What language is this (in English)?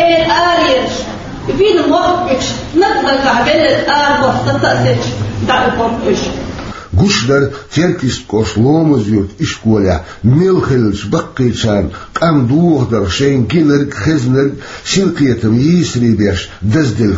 Chechen